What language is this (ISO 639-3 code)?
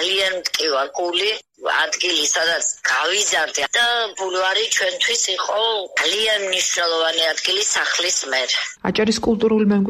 kat